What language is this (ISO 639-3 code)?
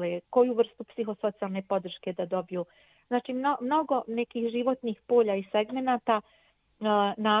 bos